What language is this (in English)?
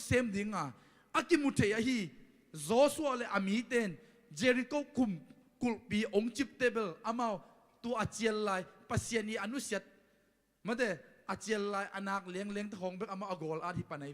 Tedim Chin